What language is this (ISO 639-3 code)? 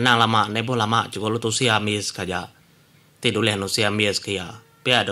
iba